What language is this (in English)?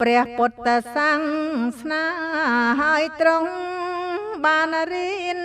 Khmer